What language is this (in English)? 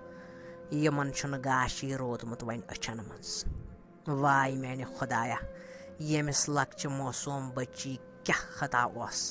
Kashmiri